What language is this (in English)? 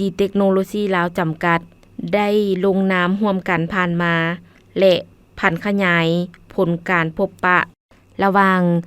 Lao